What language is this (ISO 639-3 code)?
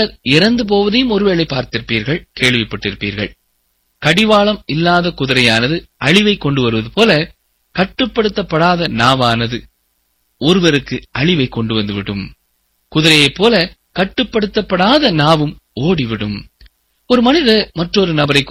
tam